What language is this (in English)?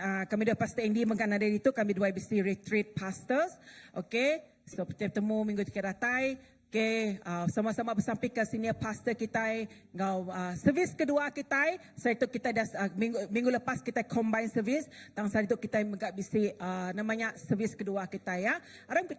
Iban